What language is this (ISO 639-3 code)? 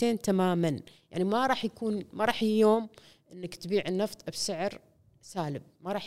afb